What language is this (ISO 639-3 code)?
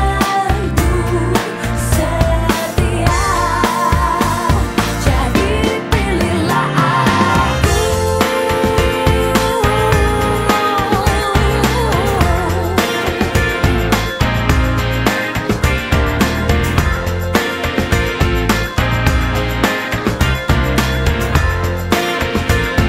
ind